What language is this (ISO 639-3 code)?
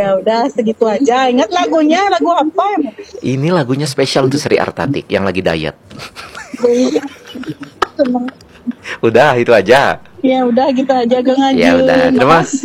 ind